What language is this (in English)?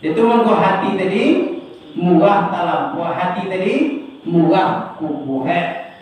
Minangkabau